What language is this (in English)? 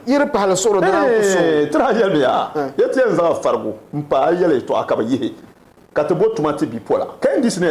Dagbani